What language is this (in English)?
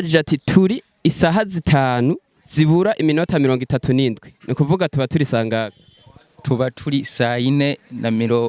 Rundi